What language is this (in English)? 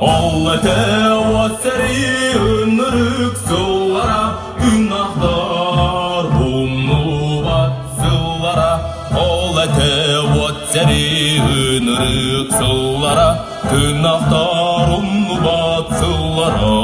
Yakut